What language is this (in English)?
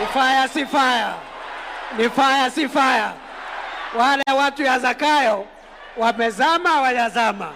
Gusii